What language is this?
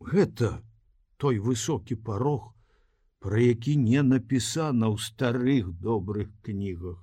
Belarusian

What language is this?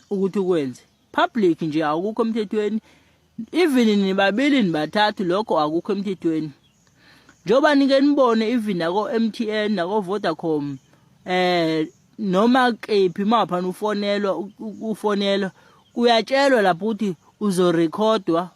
Zulu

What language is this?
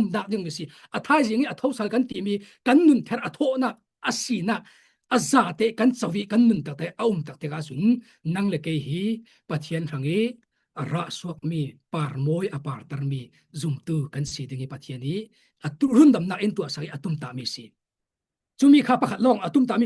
Falam Chin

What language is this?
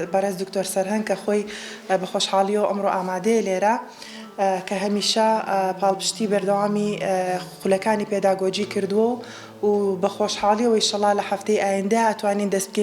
Central Kurdish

